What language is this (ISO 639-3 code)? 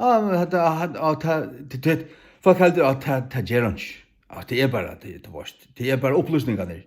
fao